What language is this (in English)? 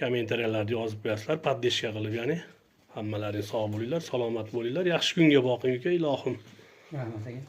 Uzbek